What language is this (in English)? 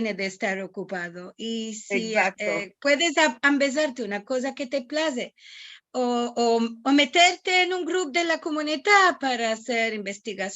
Ladino